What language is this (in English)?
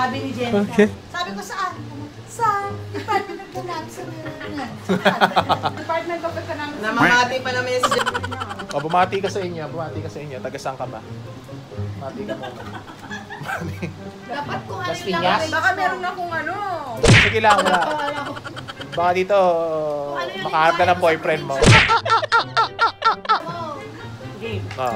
Filipino